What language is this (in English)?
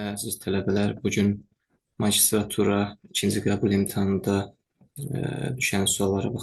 Azerbaijani